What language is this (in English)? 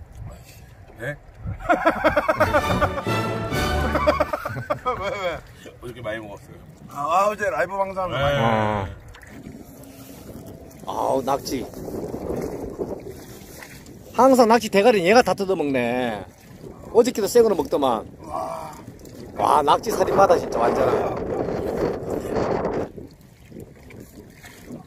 Korean